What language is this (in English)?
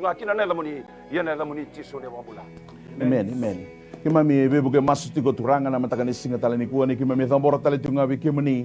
Fijian